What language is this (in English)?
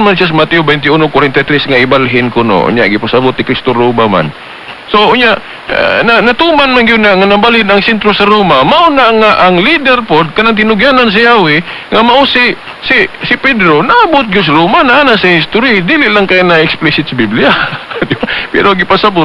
Cebuano